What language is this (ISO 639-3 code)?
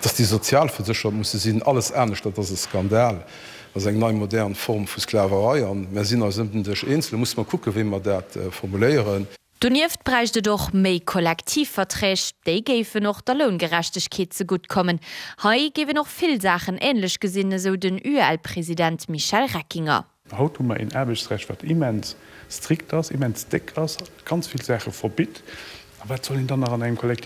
ltz